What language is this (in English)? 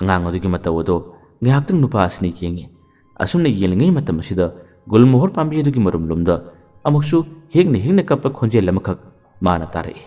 Manipuri